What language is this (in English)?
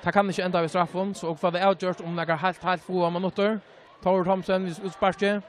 Faroese